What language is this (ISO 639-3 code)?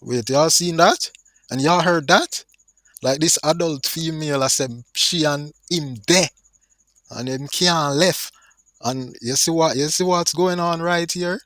jam